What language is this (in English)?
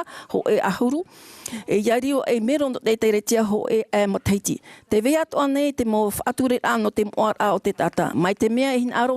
Tahitian